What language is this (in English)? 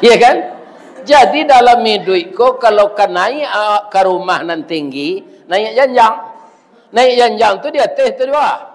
Minangkabau